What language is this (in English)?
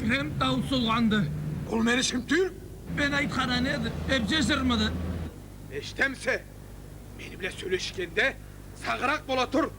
Karachay-Balkar